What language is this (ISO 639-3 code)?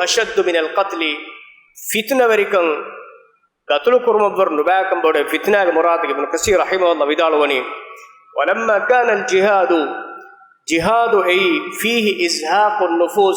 div